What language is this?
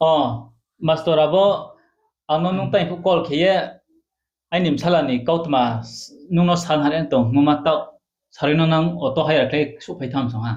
Riang (India)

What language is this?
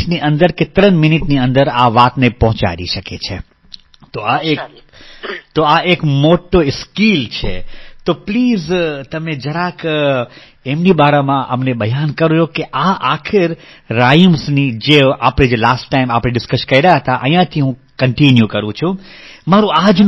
Gujarati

